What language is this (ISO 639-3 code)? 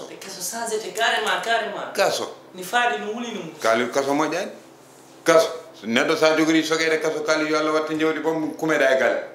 ful